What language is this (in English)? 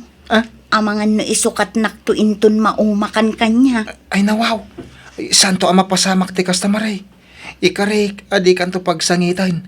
Iloko